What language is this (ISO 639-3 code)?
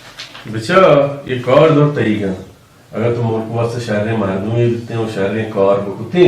bal